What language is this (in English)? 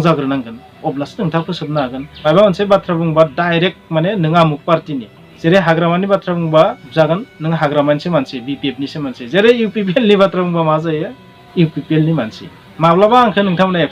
Bodo